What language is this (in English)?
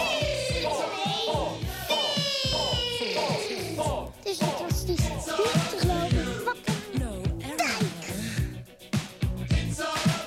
Dutch